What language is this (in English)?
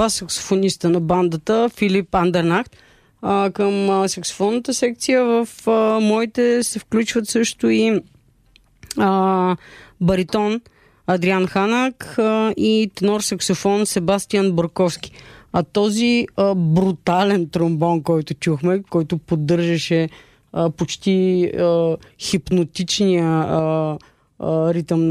Bulgarian